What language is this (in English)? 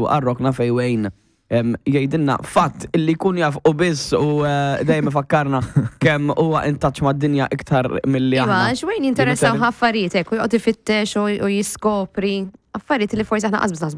Maltese